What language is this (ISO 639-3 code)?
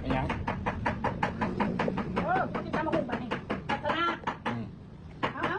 tts